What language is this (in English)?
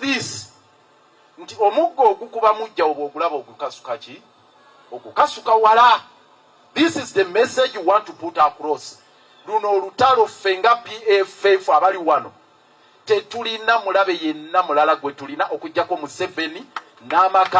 Ganda